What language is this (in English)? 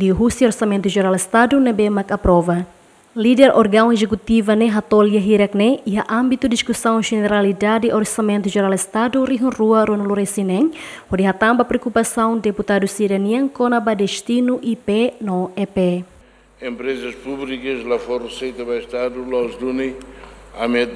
Tetum